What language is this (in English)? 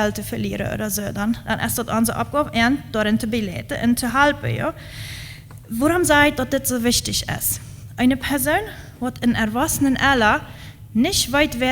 Plautdietsch